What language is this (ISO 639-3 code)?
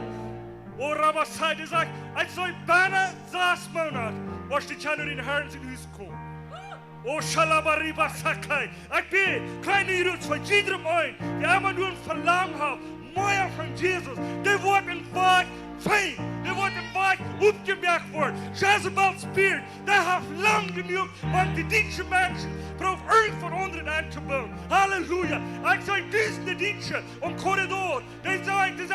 pdt